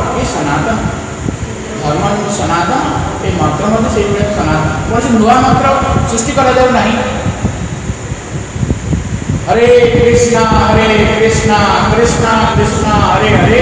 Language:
Odia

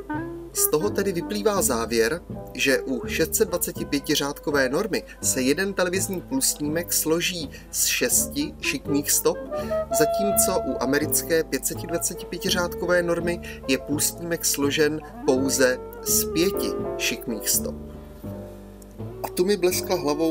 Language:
Czech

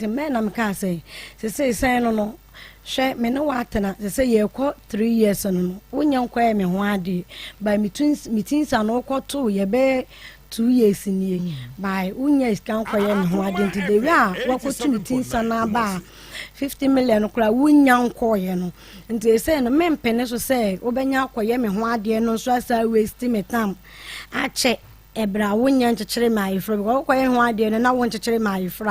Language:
Akan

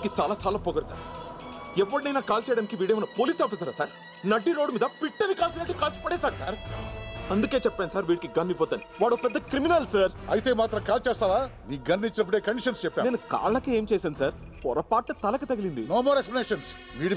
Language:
Telugu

